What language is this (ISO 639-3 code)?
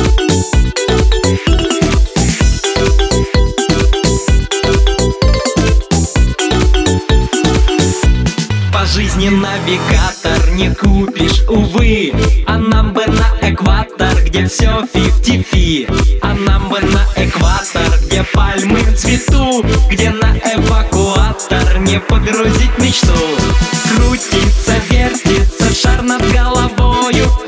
rus